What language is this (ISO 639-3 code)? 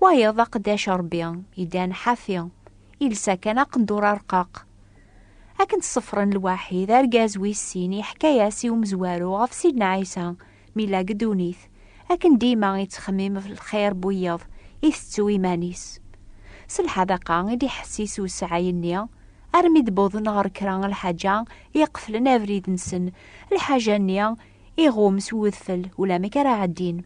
kab